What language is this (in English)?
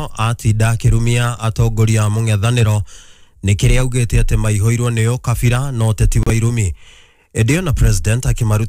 Kikuyu